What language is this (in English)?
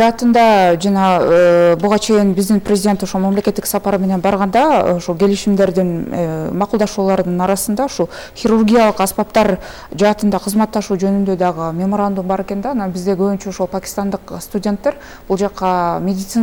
Kyrgyz